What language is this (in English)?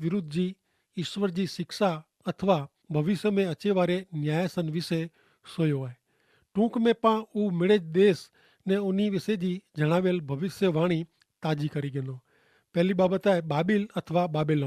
Kachhi